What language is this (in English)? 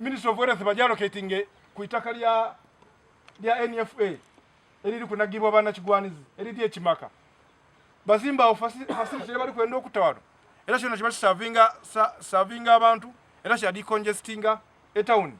Soga